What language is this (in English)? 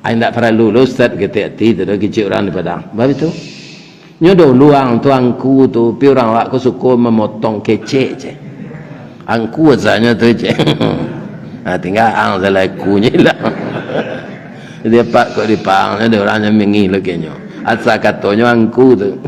Minangkabau